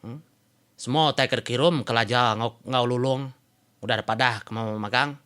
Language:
Iban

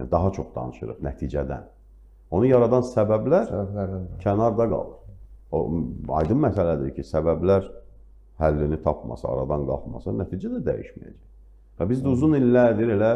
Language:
Azerbaijani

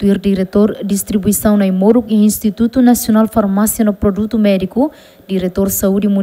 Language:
Tetum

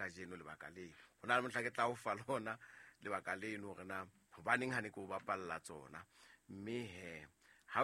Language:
Southern Sotho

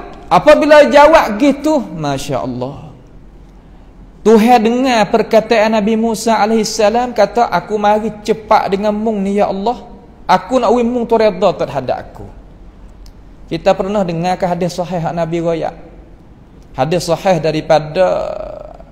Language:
Malay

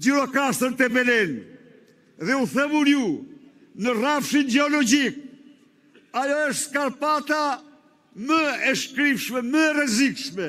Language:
Albanian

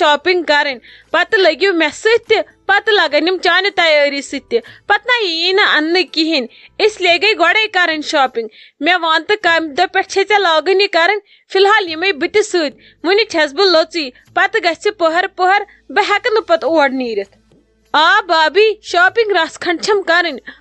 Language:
Kashmiri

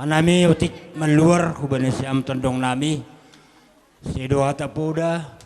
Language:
Batak Simalungun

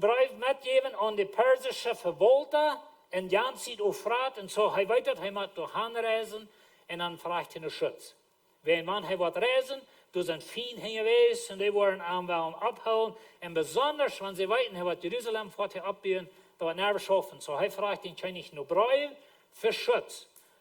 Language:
Plautdietsch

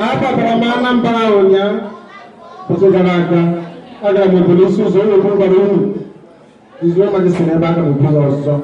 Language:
Igbo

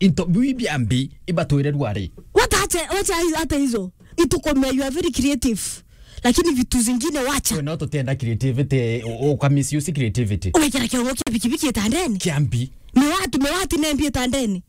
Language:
Meru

